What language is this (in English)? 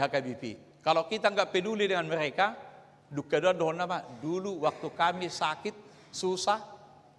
Batak Toba